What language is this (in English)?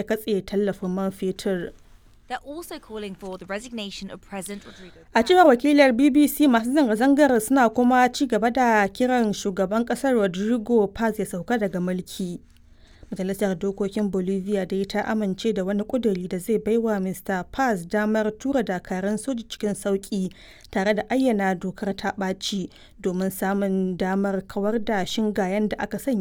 Hausa